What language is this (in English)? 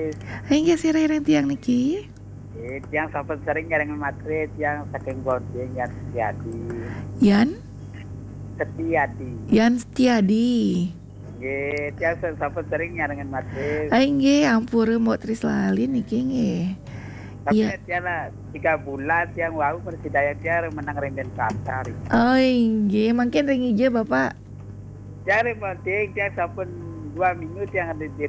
Balinese